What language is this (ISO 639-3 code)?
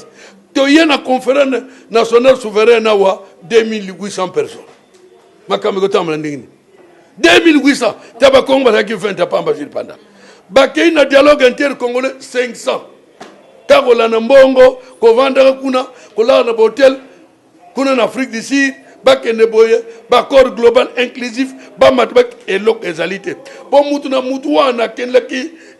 lin